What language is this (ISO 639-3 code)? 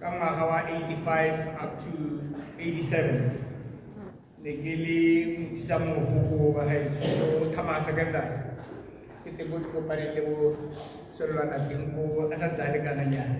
tsn